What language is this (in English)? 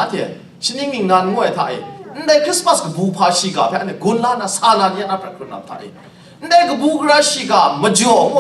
Kachin